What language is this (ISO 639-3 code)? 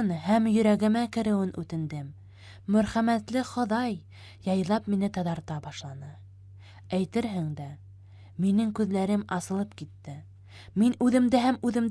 bak